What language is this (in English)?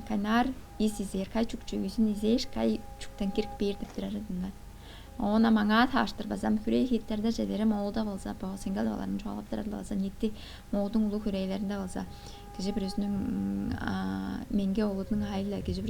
Tuvinian